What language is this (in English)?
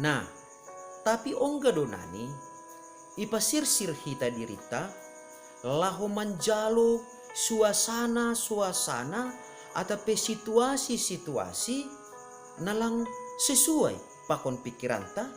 Batak Simalungun